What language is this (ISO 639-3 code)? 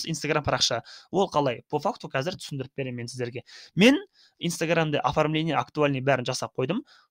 kaz